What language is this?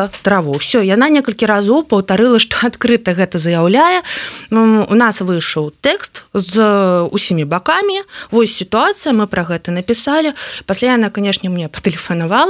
Belarusian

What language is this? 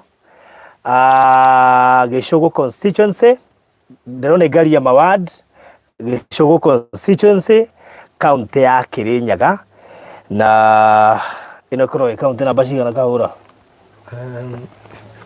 Kikuyu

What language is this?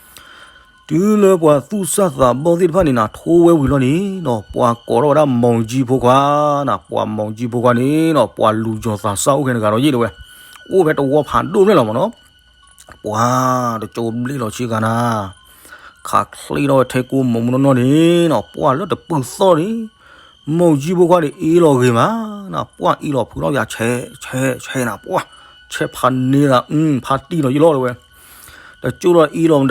S'gaw Karen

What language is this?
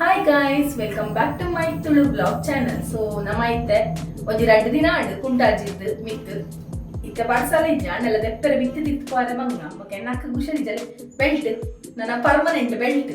Tulu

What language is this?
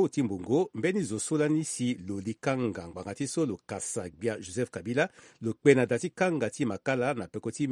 Sango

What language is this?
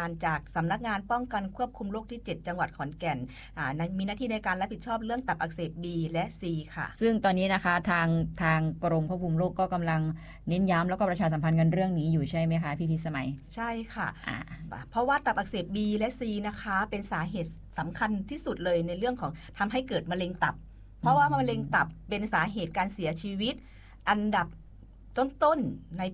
Thai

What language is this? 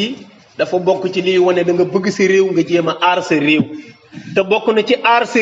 Wolof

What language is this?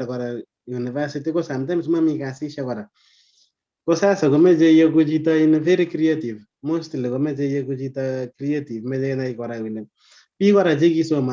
Kalenjin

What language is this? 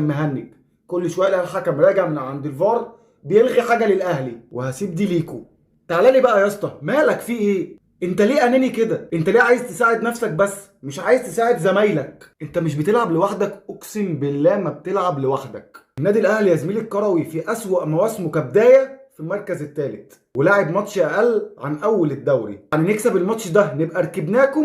Egyptian Arabic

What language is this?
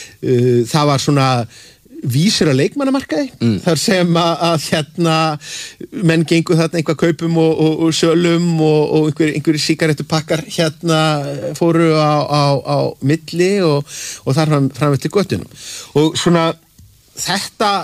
Icelandic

